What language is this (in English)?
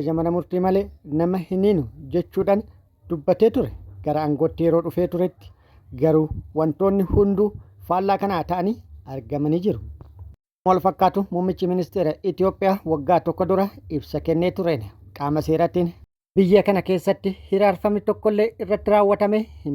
Oromo